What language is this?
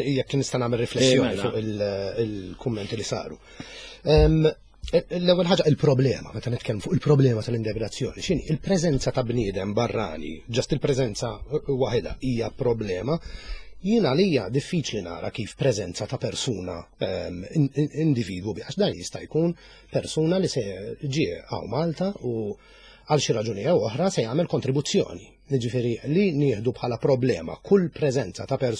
Maltese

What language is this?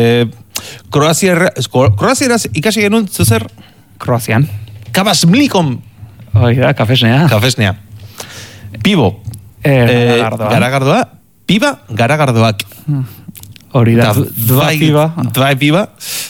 Basque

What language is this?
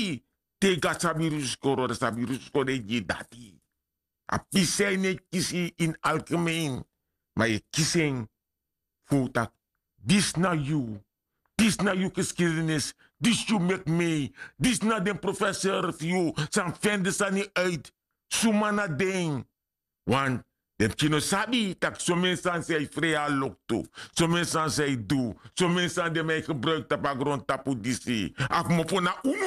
Sranan Tongo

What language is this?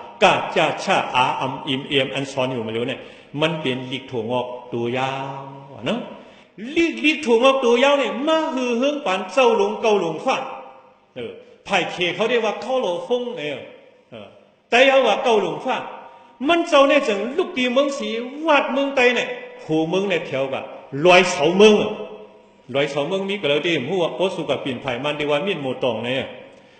Shan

